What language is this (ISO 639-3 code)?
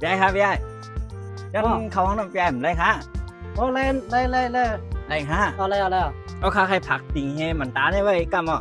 shn